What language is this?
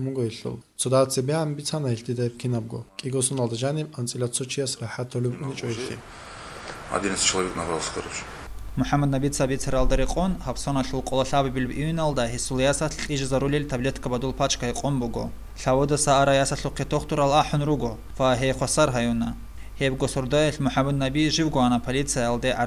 Avaric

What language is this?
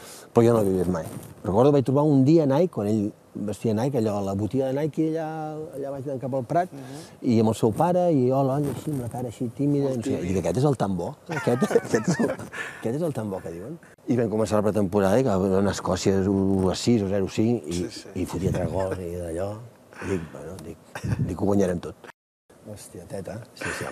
Catalan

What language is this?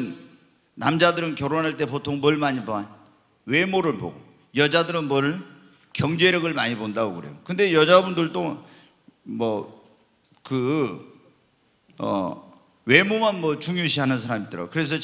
Korean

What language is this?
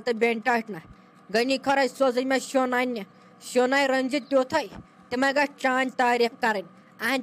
Kashmiri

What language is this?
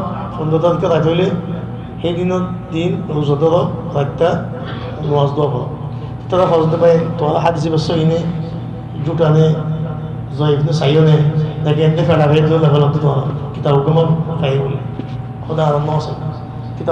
Rohingya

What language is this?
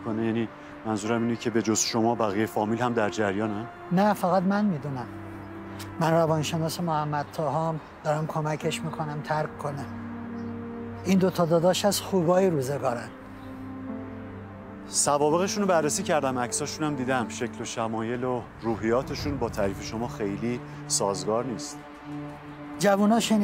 Persian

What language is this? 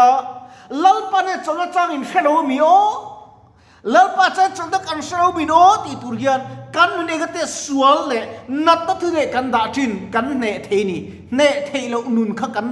Mizo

